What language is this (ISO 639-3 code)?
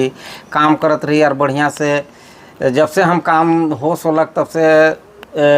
sck